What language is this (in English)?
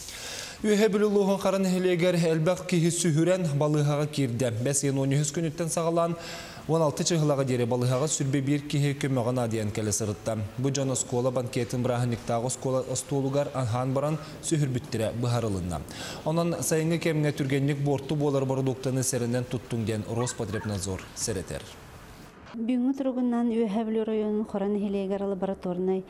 Yakut